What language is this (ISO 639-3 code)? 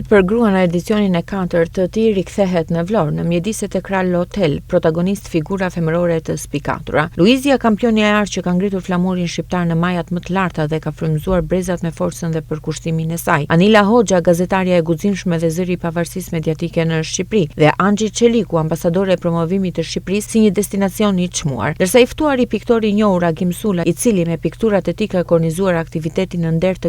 sqi